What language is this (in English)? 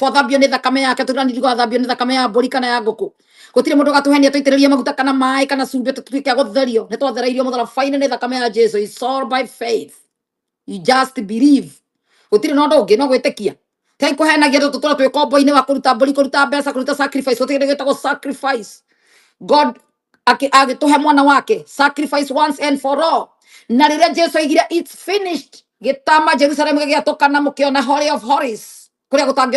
Kikuyu